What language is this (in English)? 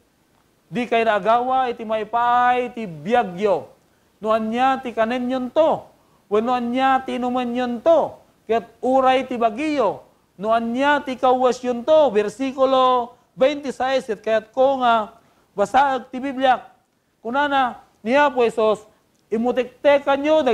Iloko